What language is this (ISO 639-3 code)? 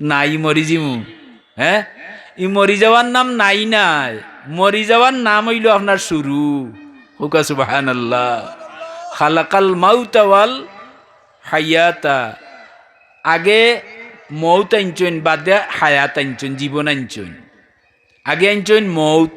syl